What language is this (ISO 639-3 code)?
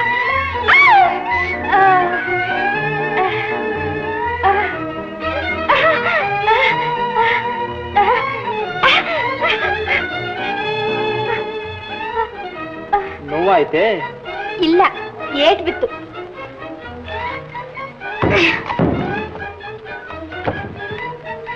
kan